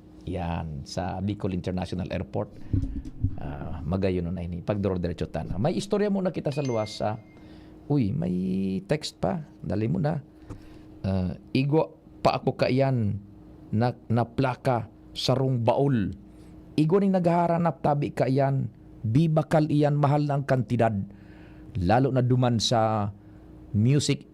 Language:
Bikol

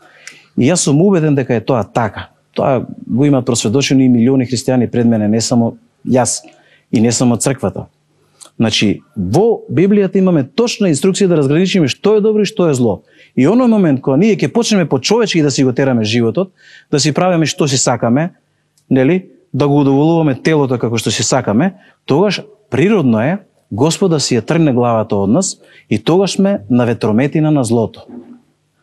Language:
Macedonian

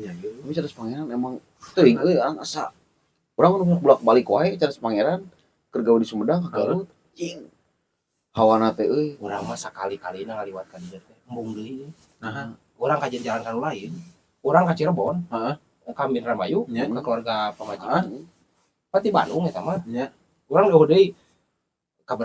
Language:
Sundanese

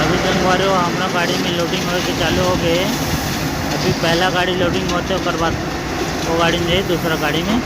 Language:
Chhattisgarhi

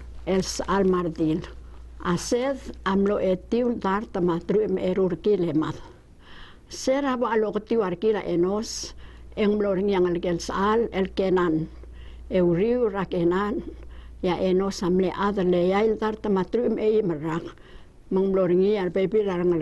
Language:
Palauan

